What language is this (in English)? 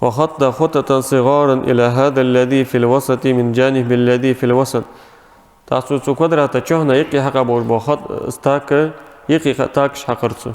Ingush